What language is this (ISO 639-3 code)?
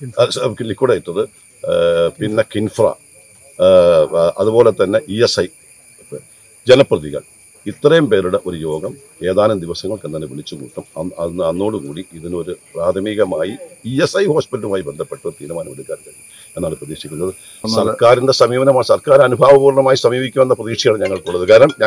mal